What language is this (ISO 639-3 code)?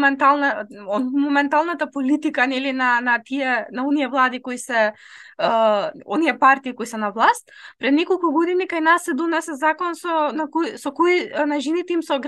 mkd